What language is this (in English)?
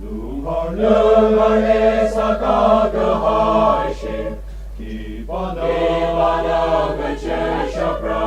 Tangkhul Naga (India)